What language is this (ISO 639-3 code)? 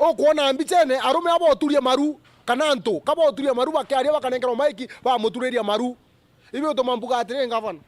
mer